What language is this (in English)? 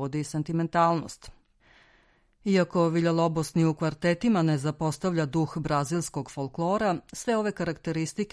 Serbian